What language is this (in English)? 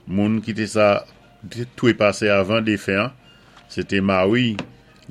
Saint Lucian Creole French